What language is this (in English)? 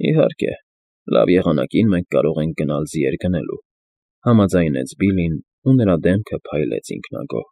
Armenian